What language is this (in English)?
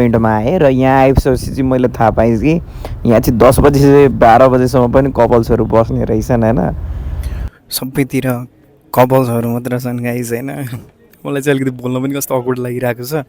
Nepali